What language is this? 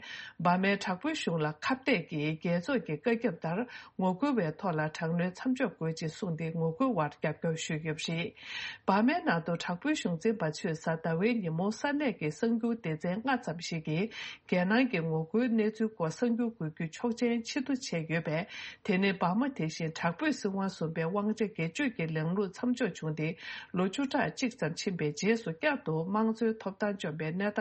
Tibetan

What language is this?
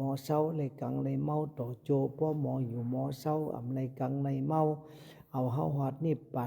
Shan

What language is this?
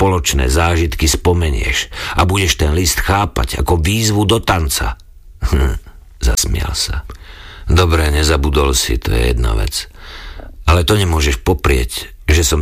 Slovak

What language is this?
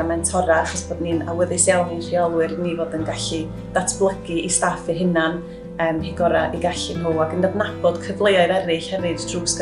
Welsh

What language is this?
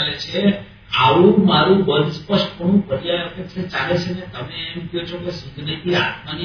Gujarati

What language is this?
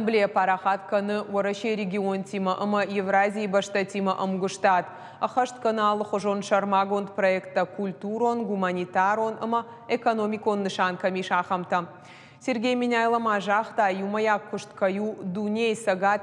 Ossetic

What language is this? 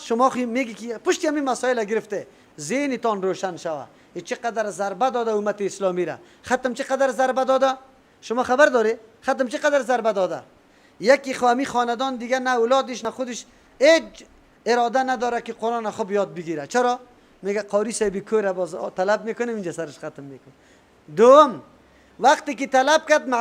Persian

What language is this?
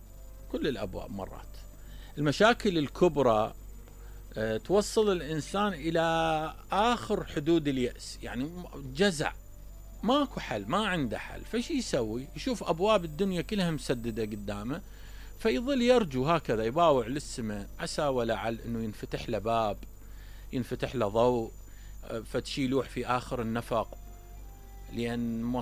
Mesopotamian Arabic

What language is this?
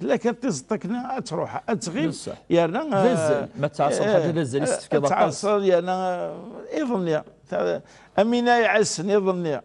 Kabyle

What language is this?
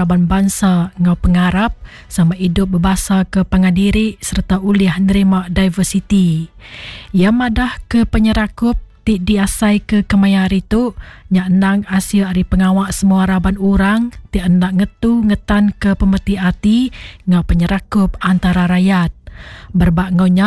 Iban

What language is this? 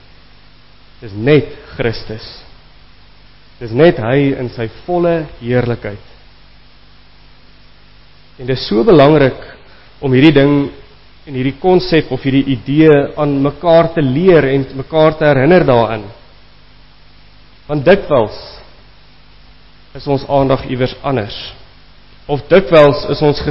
Afrikaans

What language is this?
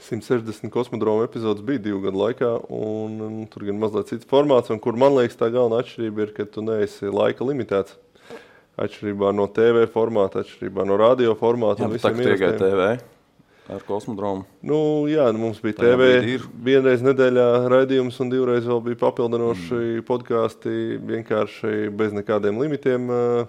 Latvian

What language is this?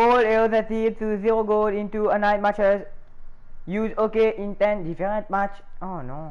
Morisyen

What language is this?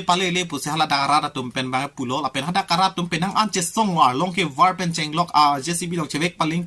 Karbi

